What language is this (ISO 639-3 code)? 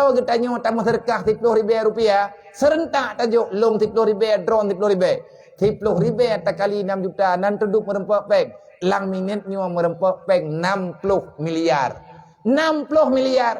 ace